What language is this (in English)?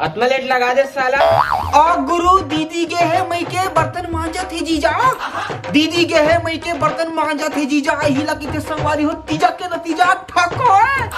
Chhattisgarhi